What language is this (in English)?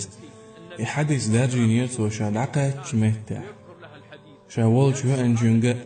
Chechen